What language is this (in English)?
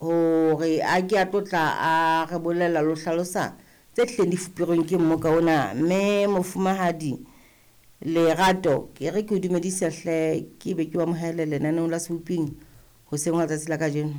Southern Sotho